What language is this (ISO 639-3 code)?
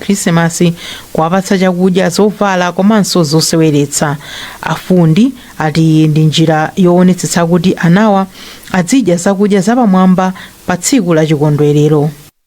nya